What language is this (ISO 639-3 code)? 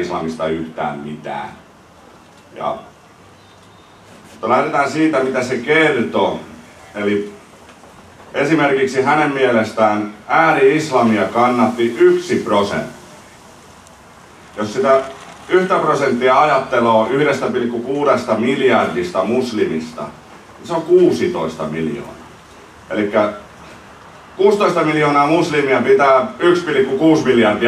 fin